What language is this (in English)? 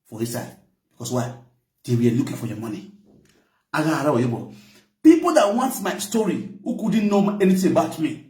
Nigerian Pidgin